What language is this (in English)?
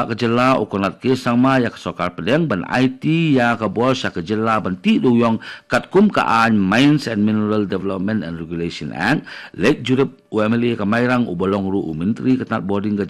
Khasi